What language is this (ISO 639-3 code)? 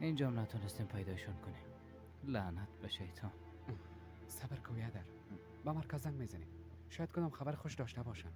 fas